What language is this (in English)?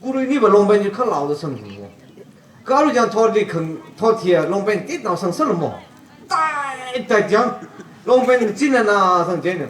Tangkhul Naga (India)